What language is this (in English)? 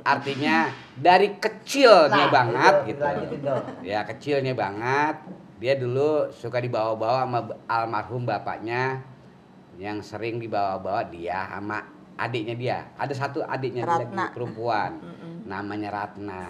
Betawi